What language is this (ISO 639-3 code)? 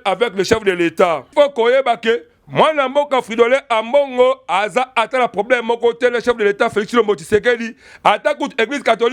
lin